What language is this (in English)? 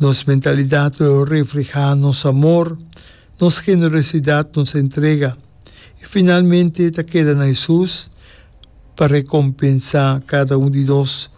Papiamento